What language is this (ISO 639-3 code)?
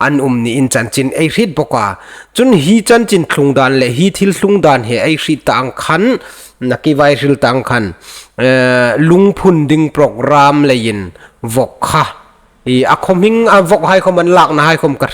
hmr